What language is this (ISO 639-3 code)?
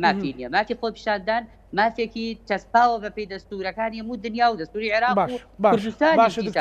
ckb